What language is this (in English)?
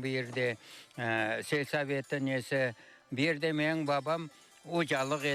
Crimean Tatar